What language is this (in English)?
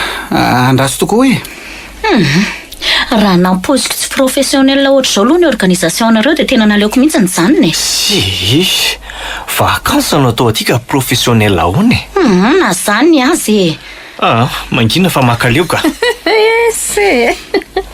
Malagasy